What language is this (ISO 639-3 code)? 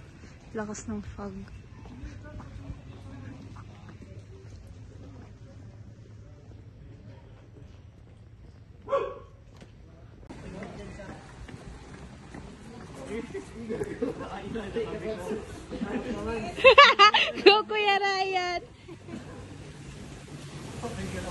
fil